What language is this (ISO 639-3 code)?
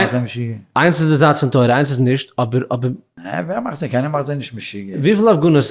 yid